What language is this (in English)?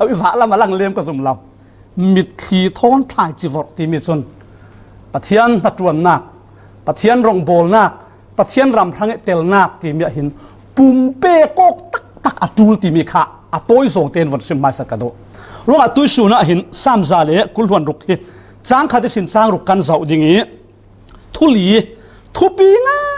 Falam Chin